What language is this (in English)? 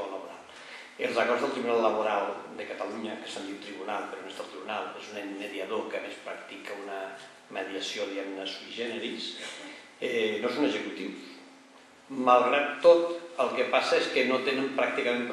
Catalan